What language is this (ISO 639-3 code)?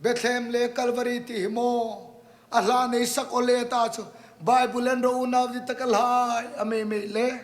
hmr